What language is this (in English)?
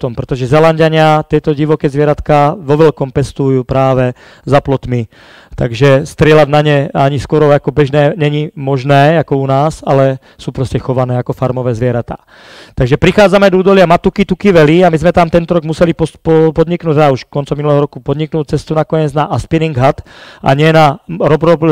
Slovak